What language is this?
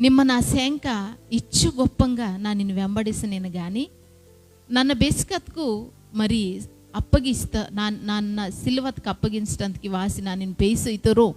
Koya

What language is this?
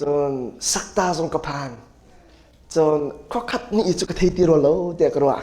Hakha Chin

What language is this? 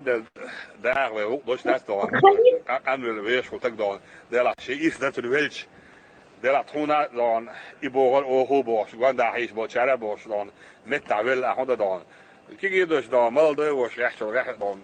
Chechen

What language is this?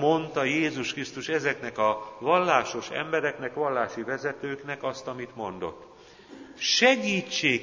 Hungarian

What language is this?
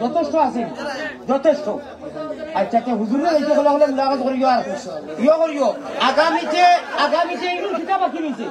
Sylheti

